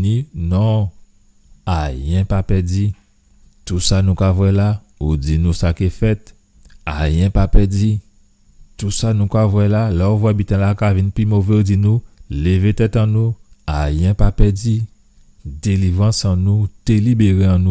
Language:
Guadeloupean Creole French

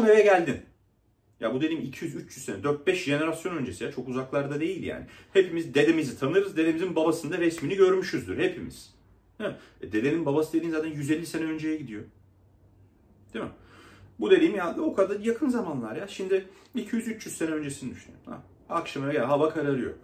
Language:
Turkish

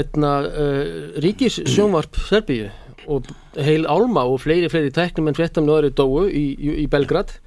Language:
Icelandic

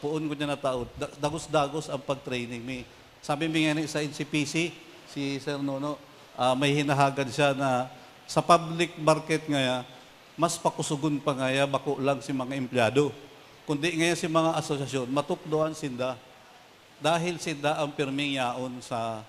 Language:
Bikol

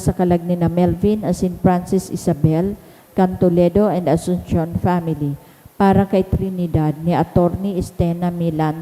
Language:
Bikol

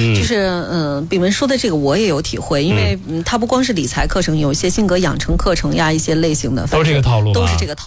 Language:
Chinese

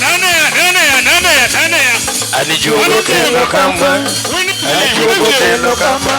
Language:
Luo (Kenya and Tanzania)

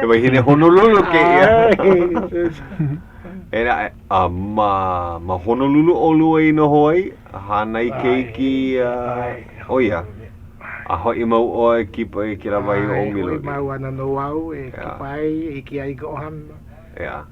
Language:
Hawaiian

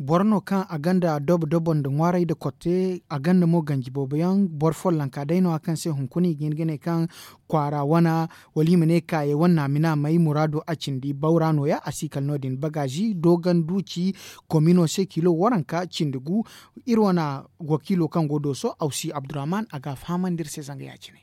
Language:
Zarma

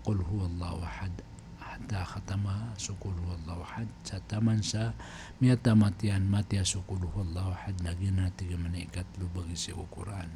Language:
Maranao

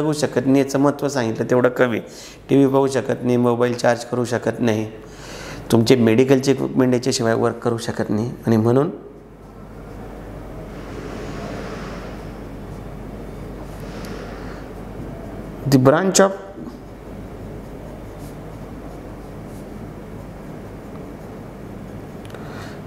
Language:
Marathi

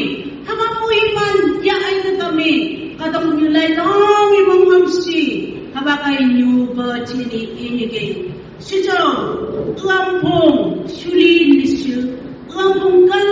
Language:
Phom Naga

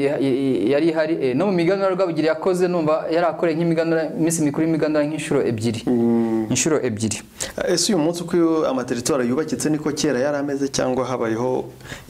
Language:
Kinyarwanda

